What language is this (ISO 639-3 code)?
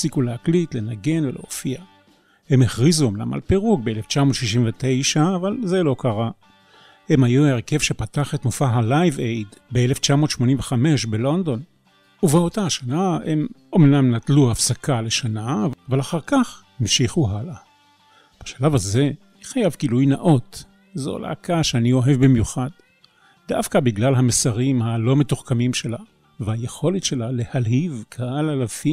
heb